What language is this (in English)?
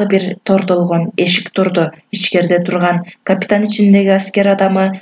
Kyrgyz